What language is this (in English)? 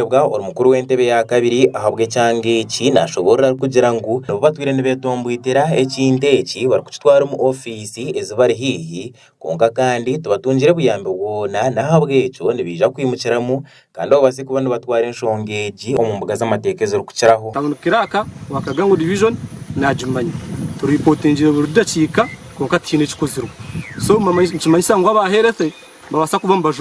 Nyankole